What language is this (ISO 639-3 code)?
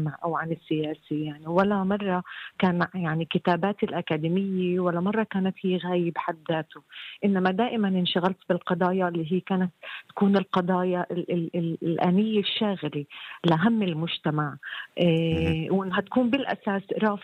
apc